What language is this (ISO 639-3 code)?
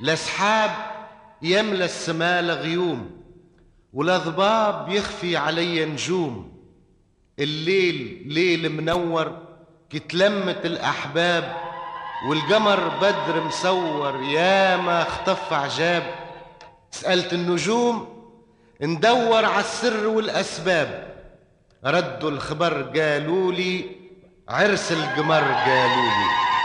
aeb